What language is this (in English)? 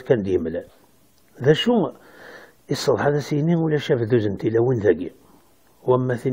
Kabyle